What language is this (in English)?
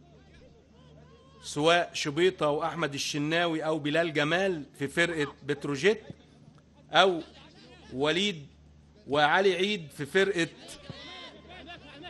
Egyptian Arabic